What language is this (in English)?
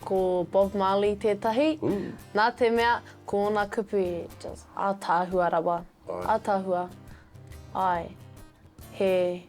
Māori